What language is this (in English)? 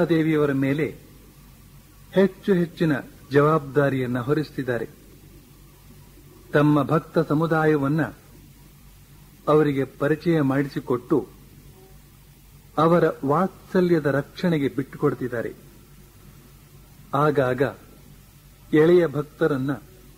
Kannada